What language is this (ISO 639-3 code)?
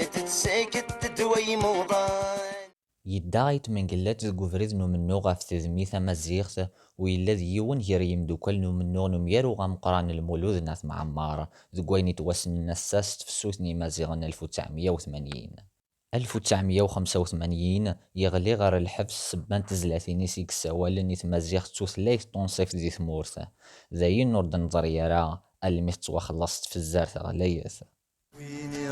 kab